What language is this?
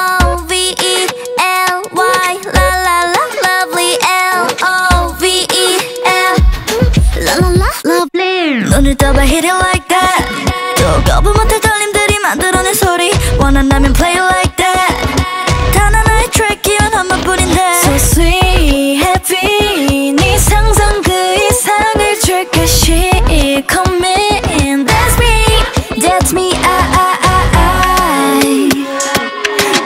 Korean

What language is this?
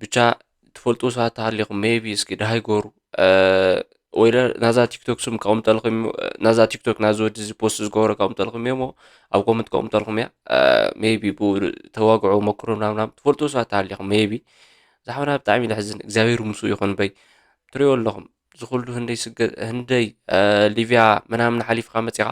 Tigrinya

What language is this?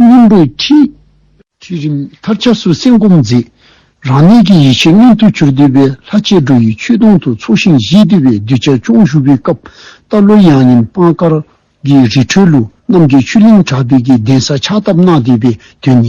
Dzongkha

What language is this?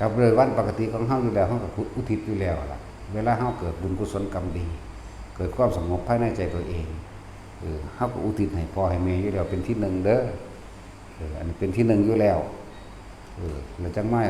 Northeastern Thai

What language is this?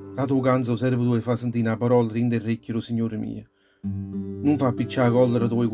Neapolitan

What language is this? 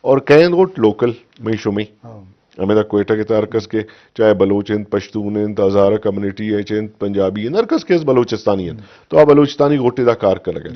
Eastern Balochi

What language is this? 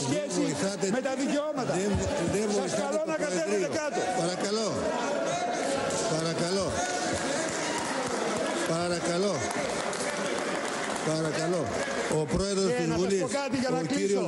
Greek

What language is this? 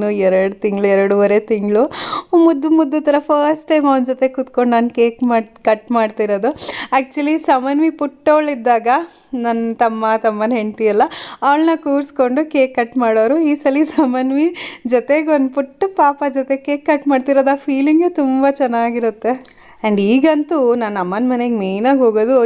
Kannada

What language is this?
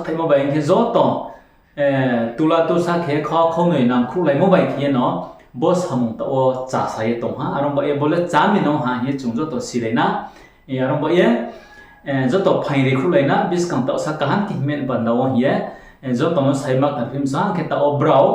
Riang (India)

